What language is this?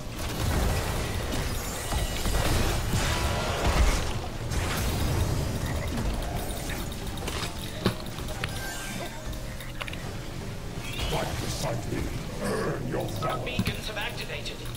English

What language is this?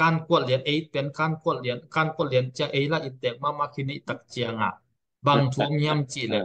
Tedim Chin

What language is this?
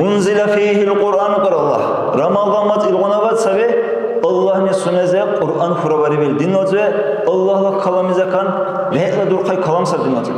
Dargwa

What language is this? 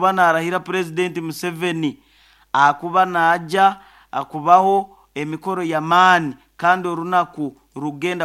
Nyoro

